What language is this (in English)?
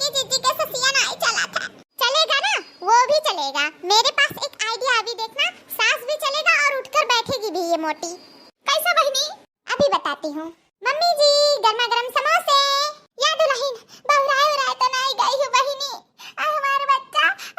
Awadhi